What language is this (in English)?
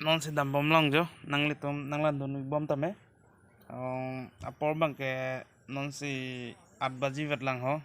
Karbi